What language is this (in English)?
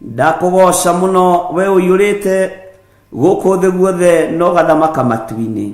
Kikuyu